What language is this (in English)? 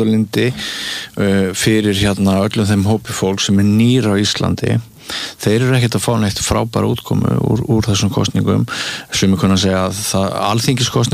Icelandic